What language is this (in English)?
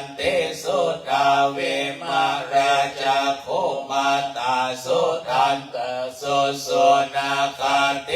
Pali